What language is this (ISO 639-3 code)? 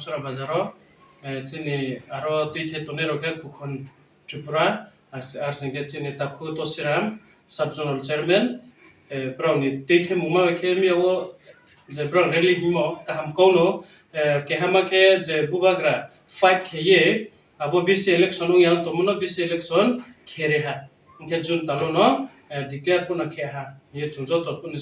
ria